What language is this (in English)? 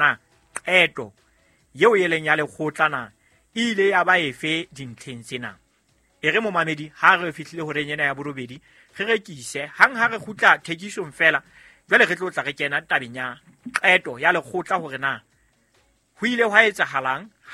Southern Sotho